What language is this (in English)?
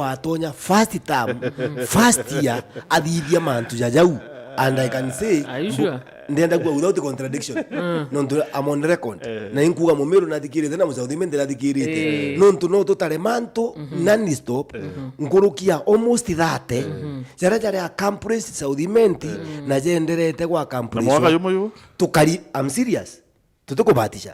Meru